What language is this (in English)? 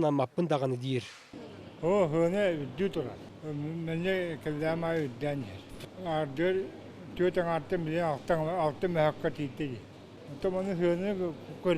Yakut